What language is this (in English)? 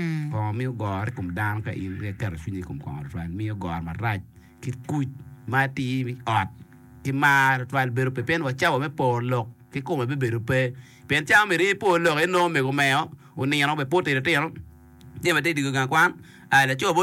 Acoli